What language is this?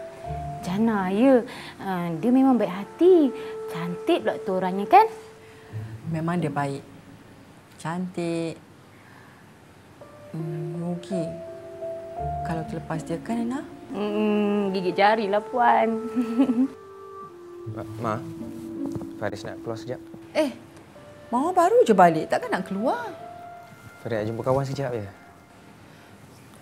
Malay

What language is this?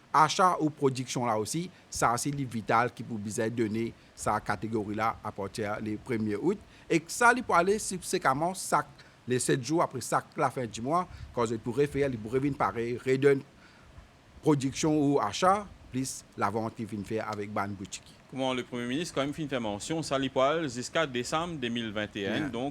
Morisyen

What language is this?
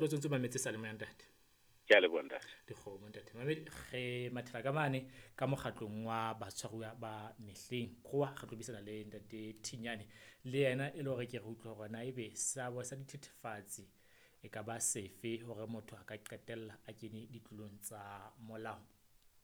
Southern Sotho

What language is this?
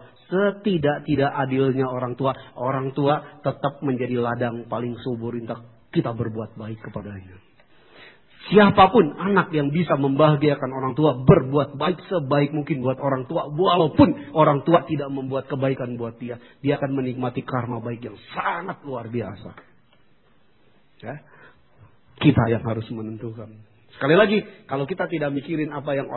Indonesian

